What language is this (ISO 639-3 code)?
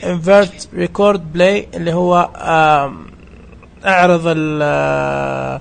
ars